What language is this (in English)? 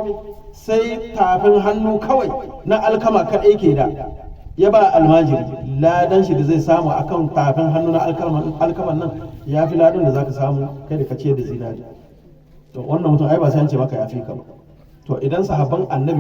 Hausa